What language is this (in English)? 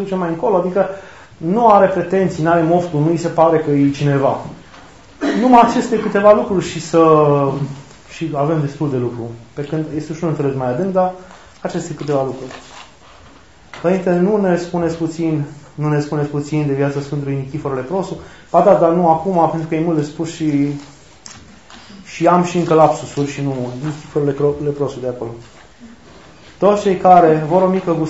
Romanian